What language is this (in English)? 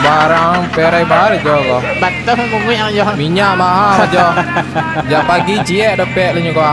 Minangkabau